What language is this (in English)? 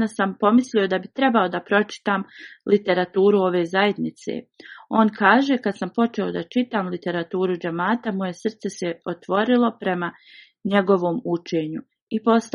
Bosnian